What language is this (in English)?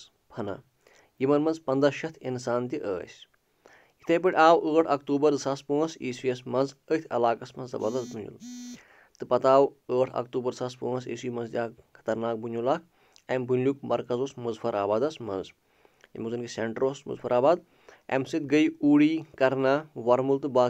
Kashmiri